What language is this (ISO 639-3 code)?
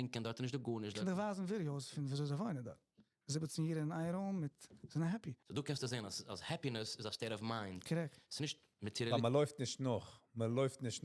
yid